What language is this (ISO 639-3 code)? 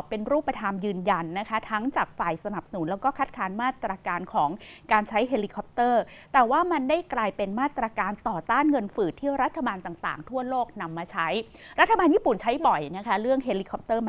tha